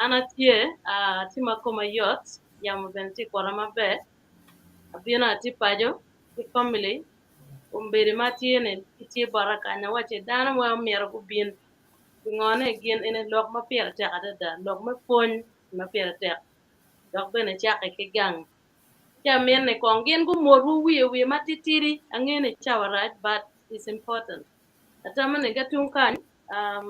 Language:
Acoli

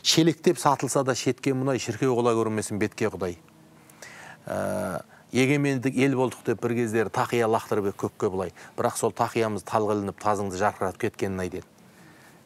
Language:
Kazakh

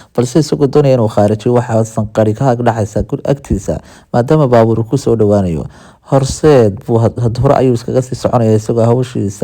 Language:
Somali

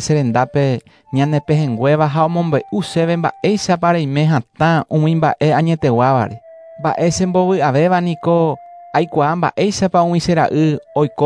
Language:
Guarani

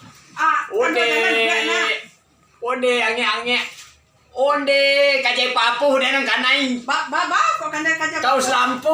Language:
Minangkabau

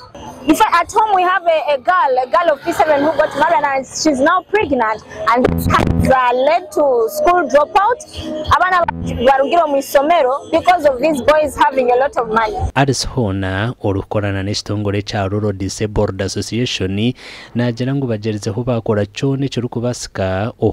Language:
Nyankole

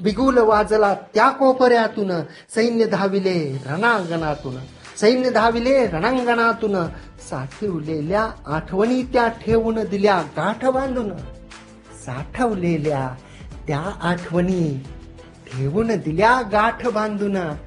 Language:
Marathi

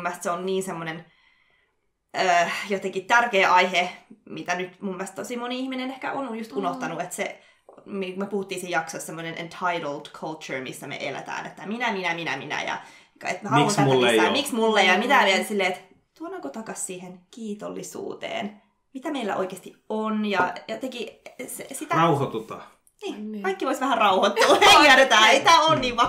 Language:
Finnish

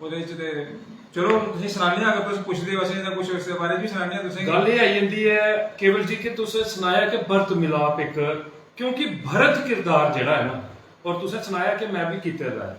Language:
Dogri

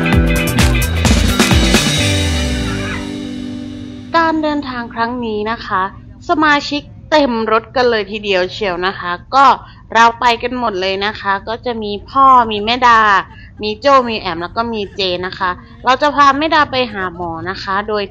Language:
Thai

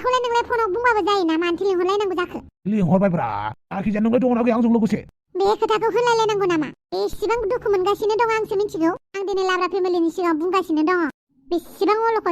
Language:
Bodo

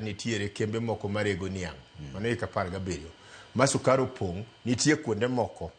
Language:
Luo (Kenya and Tanzania)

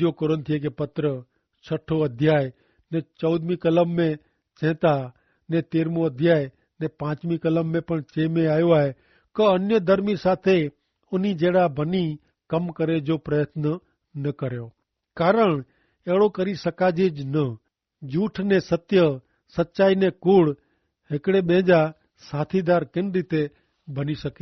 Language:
Kachhi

